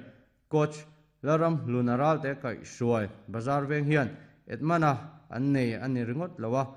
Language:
Mizo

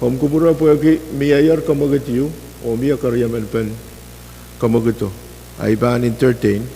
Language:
Pohnpeian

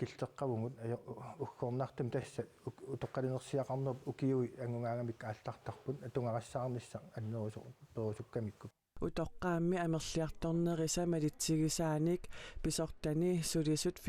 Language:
Kalaallisut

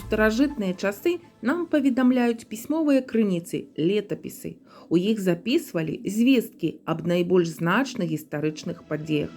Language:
Belarusian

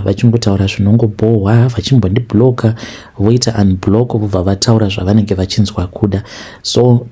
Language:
Shona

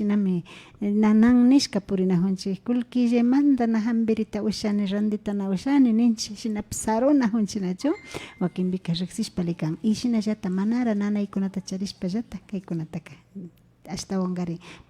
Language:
Imbabura Highland Quichua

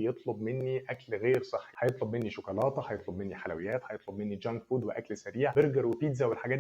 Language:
Egyptian Arabic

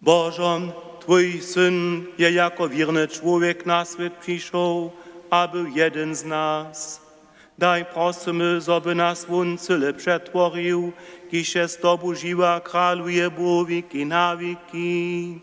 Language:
Upper Sorbian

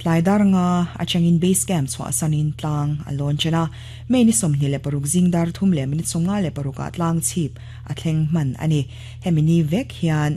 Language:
Mizo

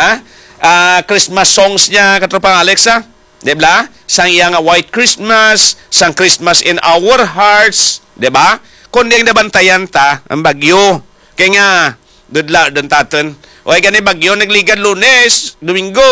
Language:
Hiligaynon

